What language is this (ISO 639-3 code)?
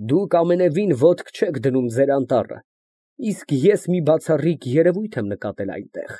hye